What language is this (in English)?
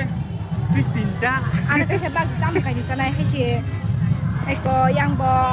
Kok Borok